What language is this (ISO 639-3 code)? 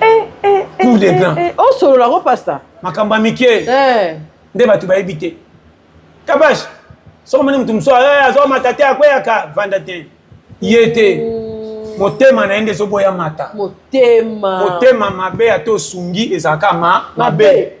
lin